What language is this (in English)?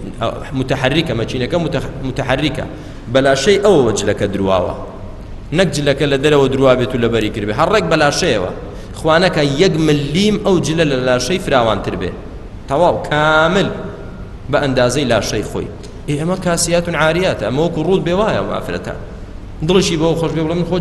Central Kurdish